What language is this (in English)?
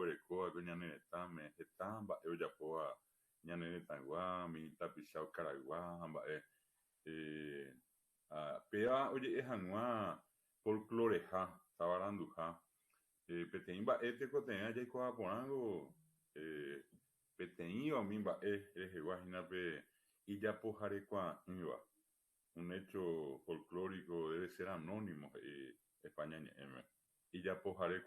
Guarani